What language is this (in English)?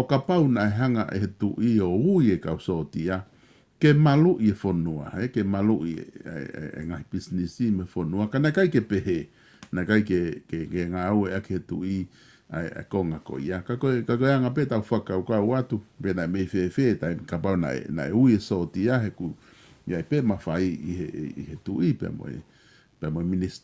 Tongan